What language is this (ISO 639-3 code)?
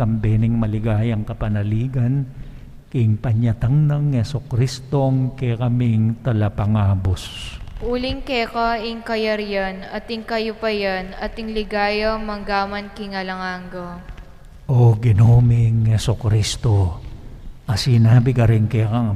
pam